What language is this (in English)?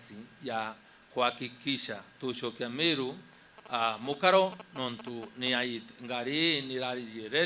Meru